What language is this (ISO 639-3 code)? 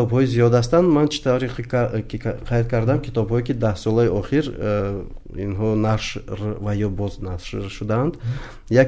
tgk